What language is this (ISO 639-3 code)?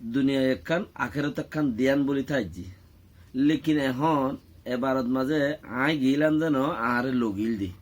rhg